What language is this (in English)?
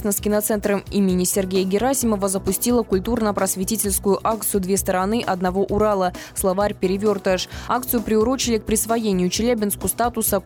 Russian